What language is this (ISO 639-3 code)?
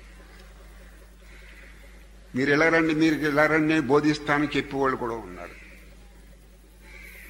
tel